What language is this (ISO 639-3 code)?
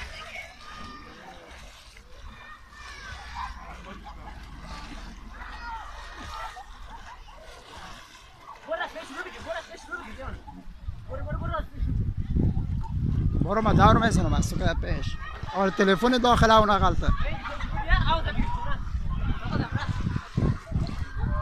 fas